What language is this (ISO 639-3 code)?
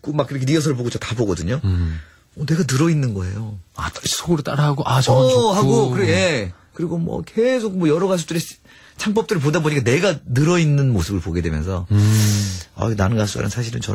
kor